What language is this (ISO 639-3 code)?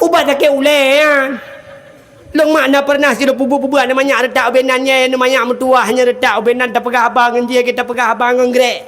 ace